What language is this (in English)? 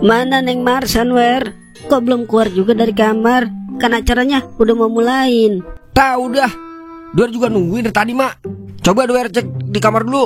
Betawi